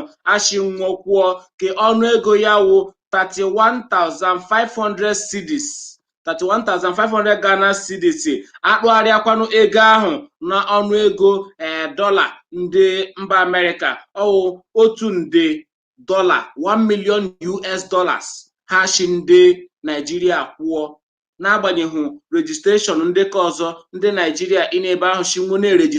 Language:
Igbo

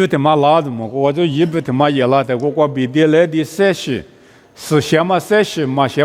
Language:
Lisu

